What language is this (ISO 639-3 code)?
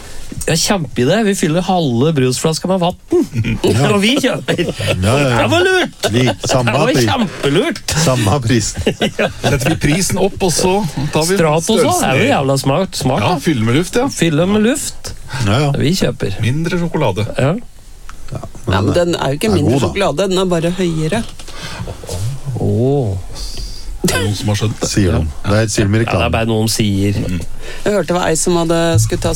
nor